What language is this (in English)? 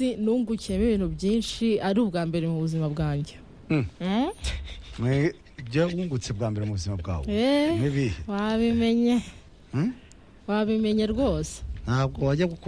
Kinyarwanda